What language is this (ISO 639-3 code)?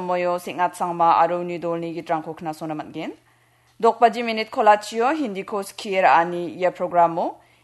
grt